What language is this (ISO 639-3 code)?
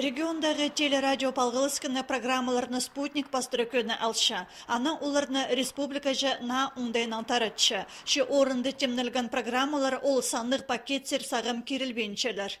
kjh